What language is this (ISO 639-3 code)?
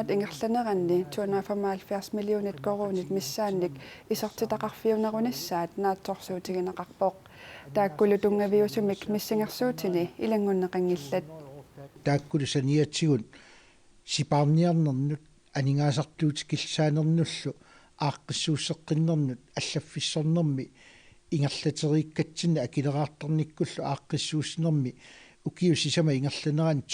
kal